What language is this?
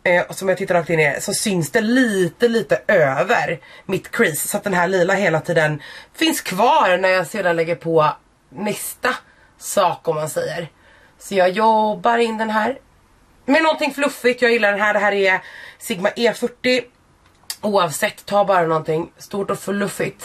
Swedish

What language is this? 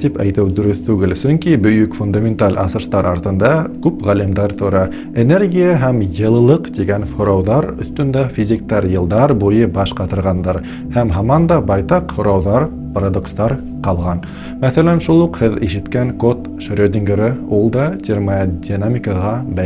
Bashkir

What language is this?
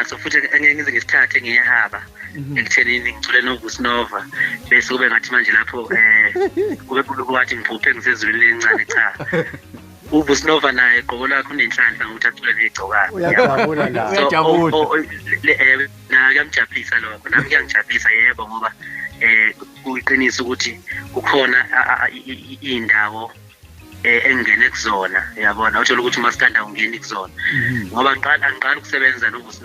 Zulu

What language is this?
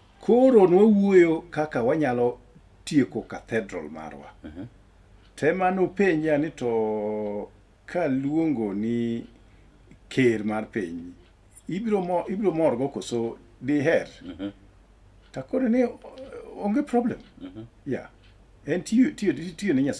Luo (Kenya and Tanzania)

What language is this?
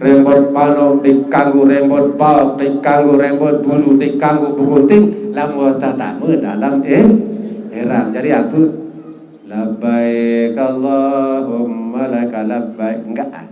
Sasak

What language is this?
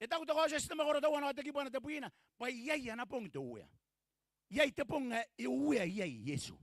Gilbertese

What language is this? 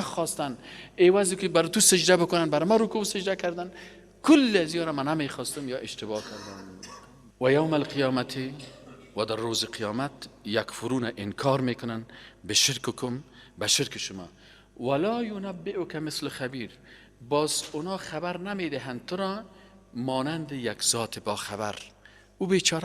Persian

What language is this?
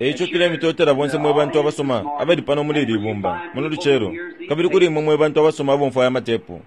Bemba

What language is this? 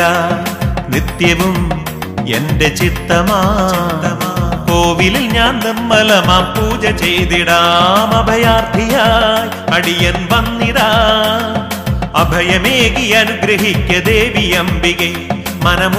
Malayalam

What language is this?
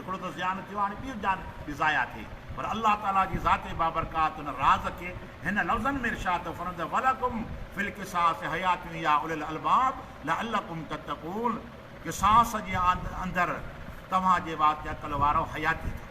Sindhi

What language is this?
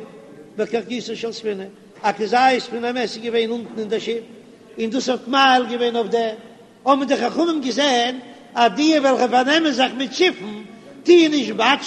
Yiddish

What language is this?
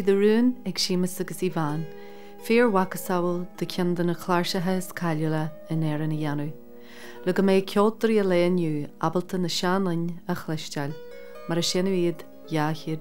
Irish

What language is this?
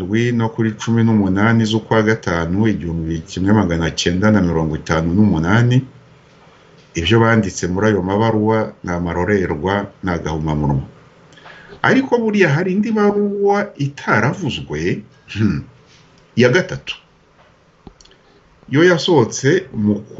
Kinyarwanda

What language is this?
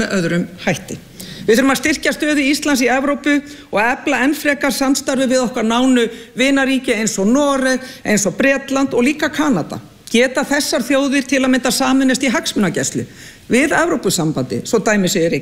Icelandic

